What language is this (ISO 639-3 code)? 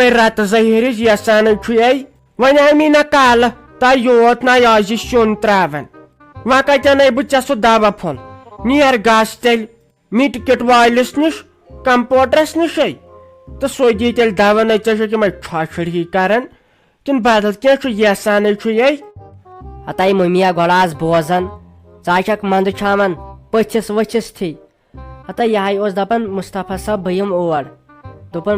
kas